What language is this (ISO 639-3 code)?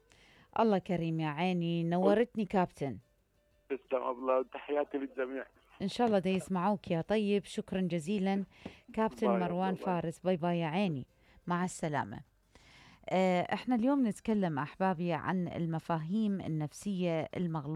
acm